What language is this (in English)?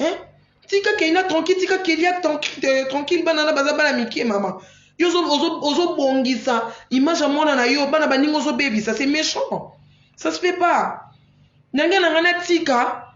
Lingala